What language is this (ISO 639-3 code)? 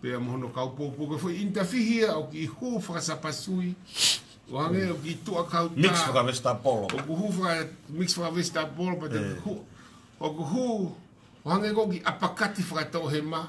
ton